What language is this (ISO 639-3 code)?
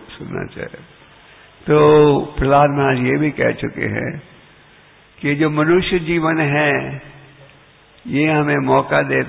hin